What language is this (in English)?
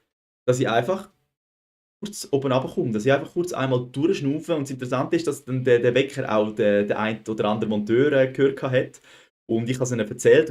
Swiss German